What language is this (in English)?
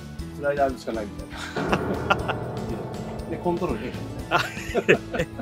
Japanese